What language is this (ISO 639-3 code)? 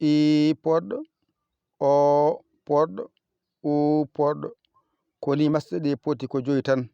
ful